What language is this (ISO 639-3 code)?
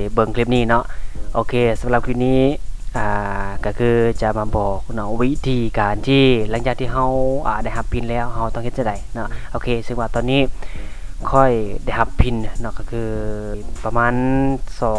lao